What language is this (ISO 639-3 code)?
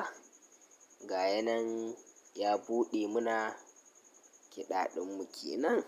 hau